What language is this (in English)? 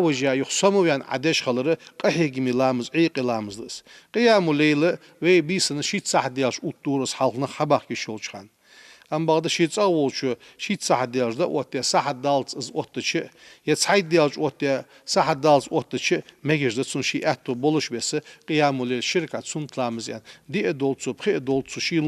Ingush